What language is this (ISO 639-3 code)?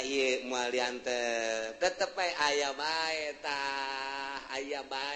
sun